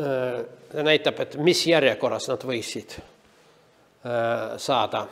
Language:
Estonian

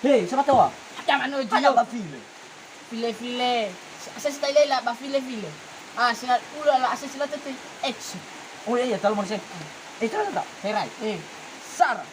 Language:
Nias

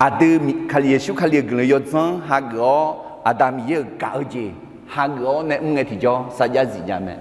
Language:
Akha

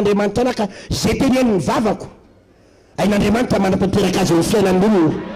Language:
Malagasy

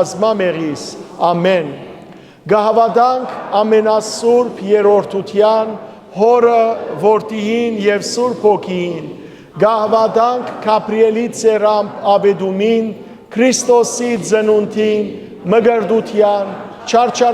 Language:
Western Armenian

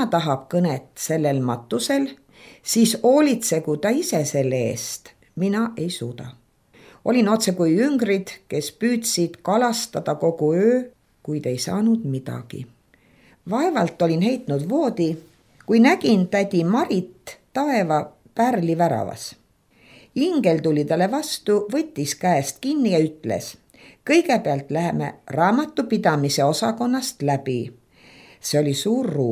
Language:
Estonian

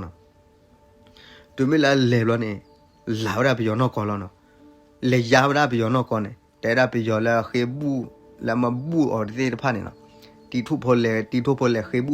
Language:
S'gaw Karen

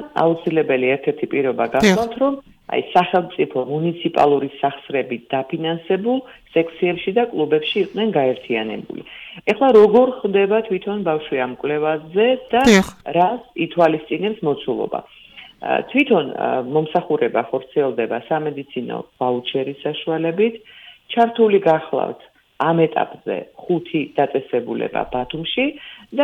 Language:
Georgian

